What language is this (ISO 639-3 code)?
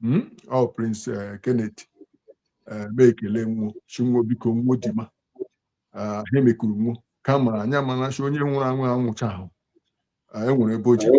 ibo